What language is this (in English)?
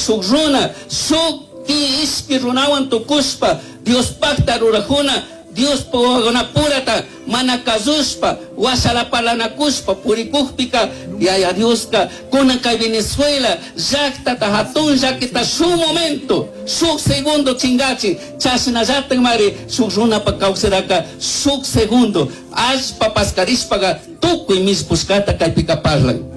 Chimborazo Highland Quichua